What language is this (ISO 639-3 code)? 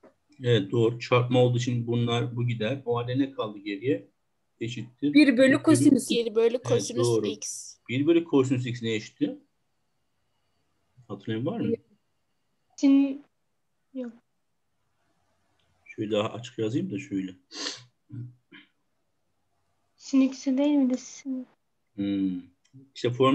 tur